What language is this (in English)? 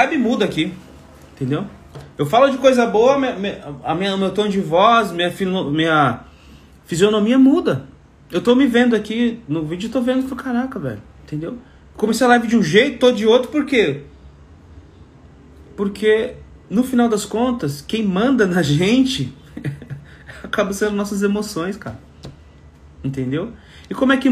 Portuguese